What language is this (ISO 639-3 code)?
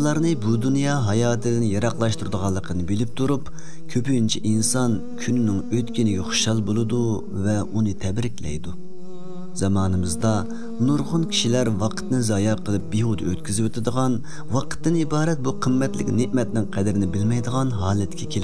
uig